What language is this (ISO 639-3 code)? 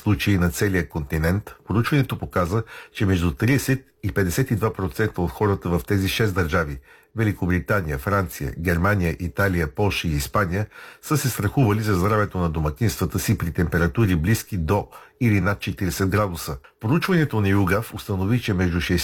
bul